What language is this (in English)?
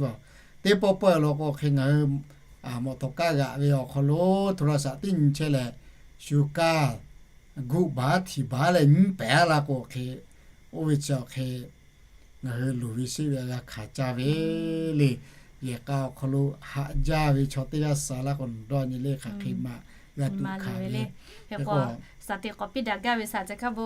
Lahu